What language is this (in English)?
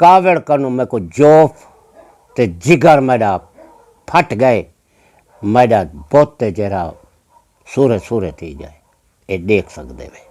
Saraiki